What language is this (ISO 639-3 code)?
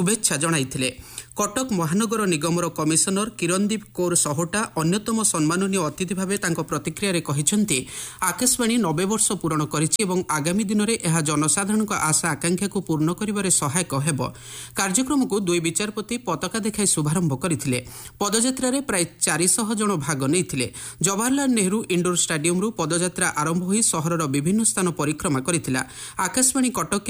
ori